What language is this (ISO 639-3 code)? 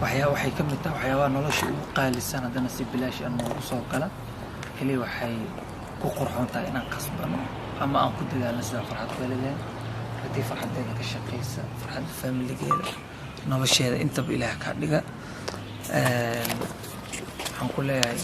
som